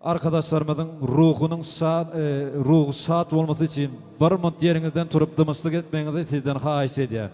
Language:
Turkmen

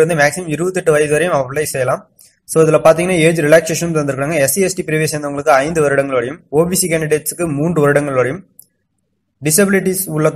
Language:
Tamil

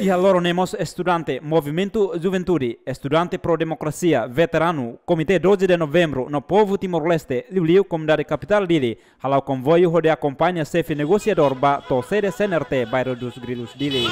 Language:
Tetum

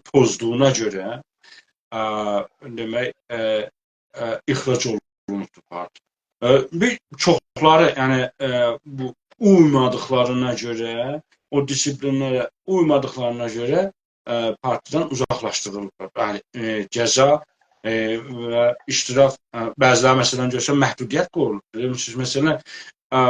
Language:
South Azerbaijani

